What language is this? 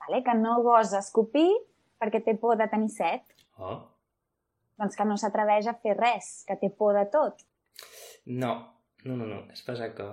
Occitan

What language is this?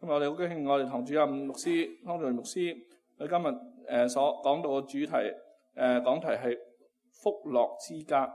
Cantonese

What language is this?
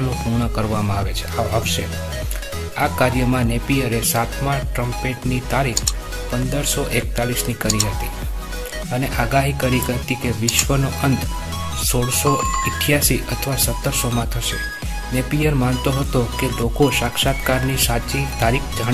Gujarati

